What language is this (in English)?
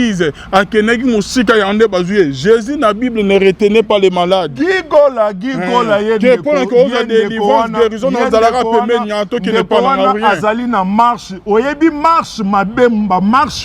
Lingala